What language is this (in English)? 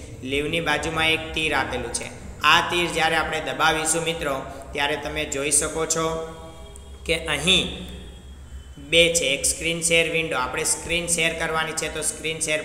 Gujarati